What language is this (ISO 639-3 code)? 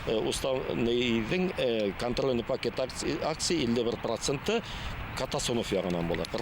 bak